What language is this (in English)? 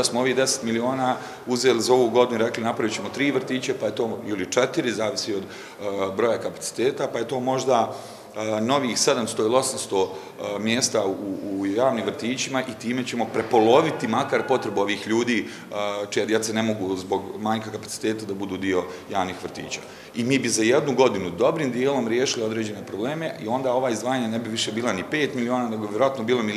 Bosnian